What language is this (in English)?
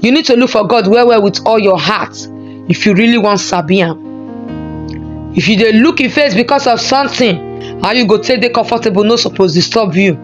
Nigerian Pidgin